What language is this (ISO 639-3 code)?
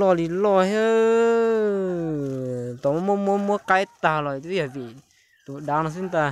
hmn